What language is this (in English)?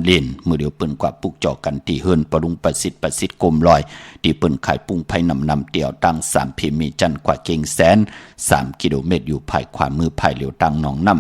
Shan